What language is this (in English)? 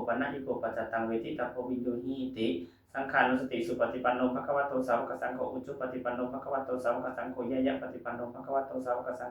Pali